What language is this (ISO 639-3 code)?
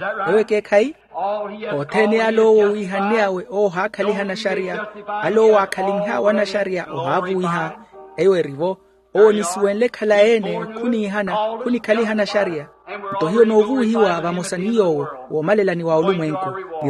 vmw